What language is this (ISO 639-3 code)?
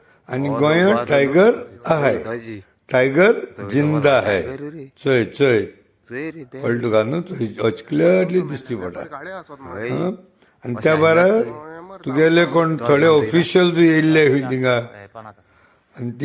kok